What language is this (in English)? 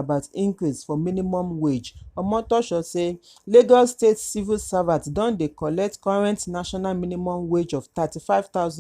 Nigerian Pidgin